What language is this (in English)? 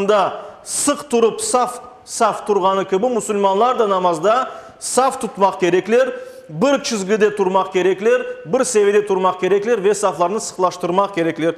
Crimean Tatar